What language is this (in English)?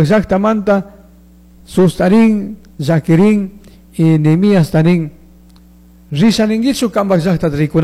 Chimborazo Highland Quichua